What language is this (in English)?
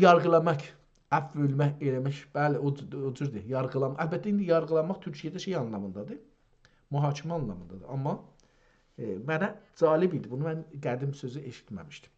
South Azerbaijani